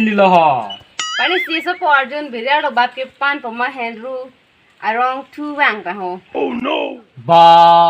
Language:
Karbi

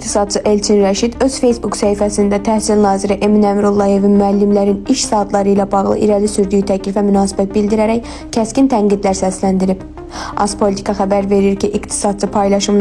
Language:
Azerbaijani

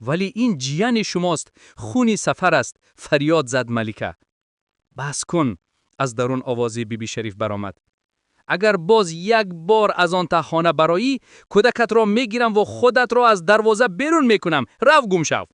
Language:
Tajik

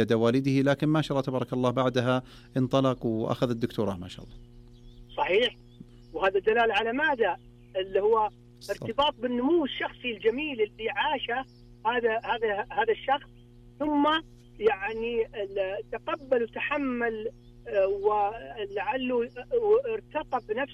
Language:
Najdi Arabic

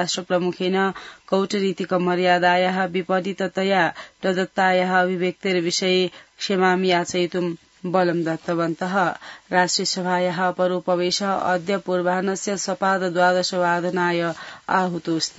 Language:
Sanskrit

